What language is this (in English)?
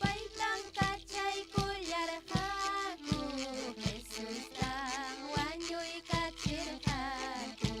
Ayacucho Quechua